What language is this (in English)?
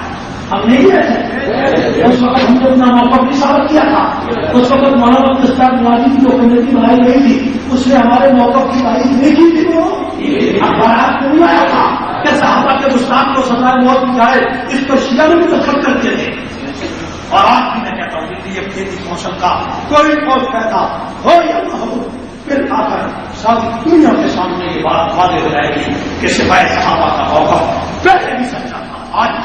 Urdu